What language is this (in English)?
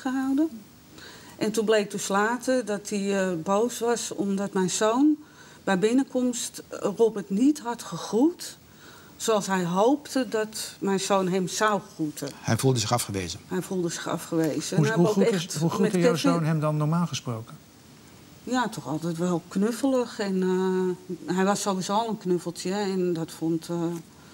Dutch